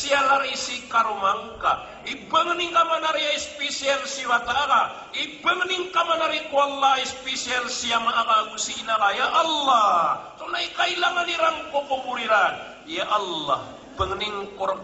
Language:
Maranao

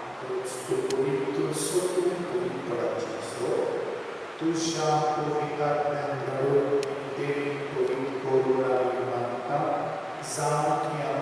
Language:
Konkani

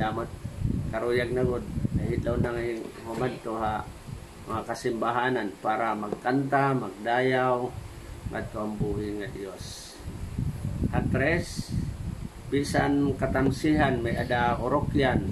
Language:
Waray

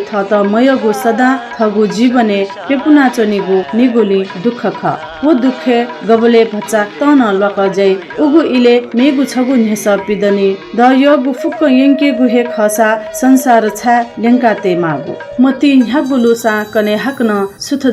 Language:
Newari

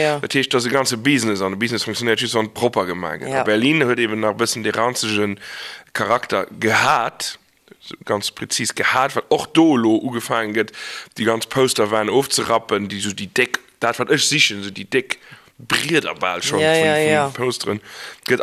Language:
Luxembourgish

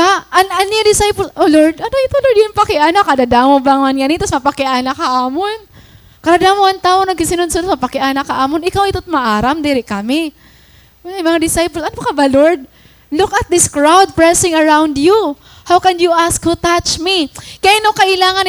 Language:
Waray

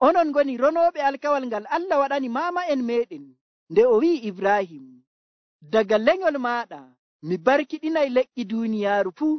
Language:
Nigerian Fulfulde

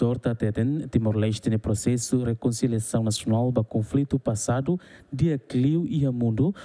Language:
Tetum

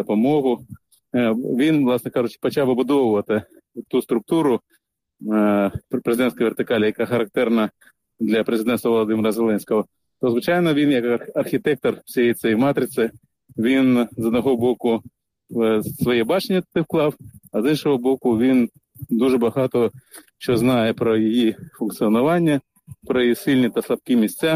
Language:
Ukrainian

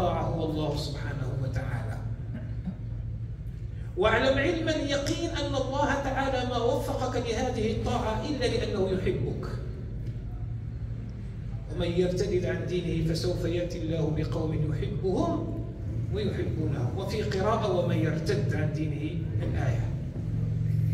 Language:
Arabic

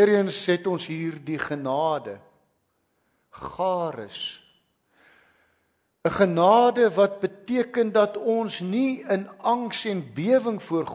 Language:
Afrikaans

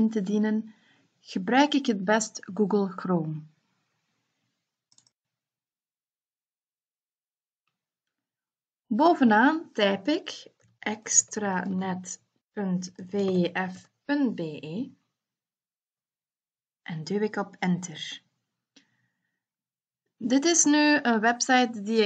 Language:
Dutch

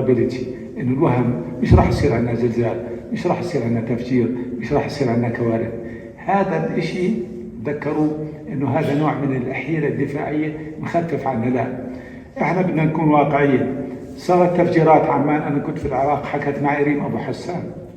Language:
North Levantine Arabic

